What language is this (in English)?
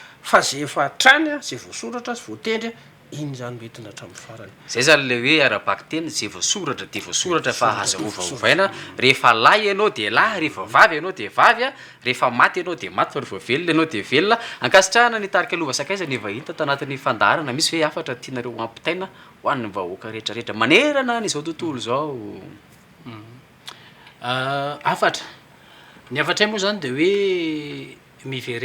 Malagasy